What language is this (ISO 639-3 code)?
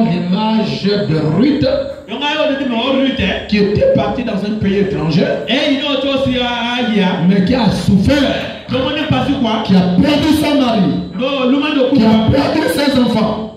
fra